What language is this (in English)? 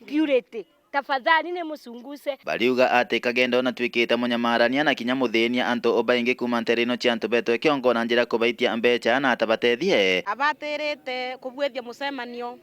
Meru